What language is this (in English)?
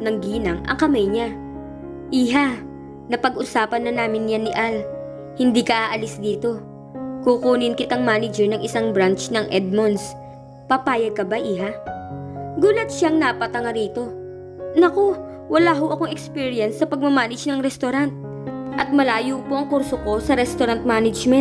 Filipino